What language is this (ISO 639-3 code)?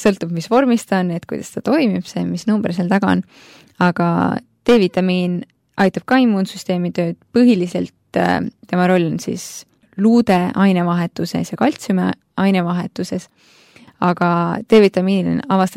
est